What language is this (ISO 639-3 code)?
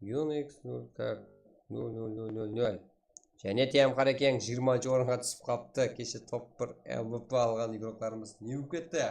kaa